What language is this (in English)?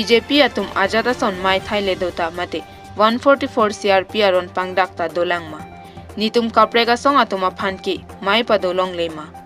Karbi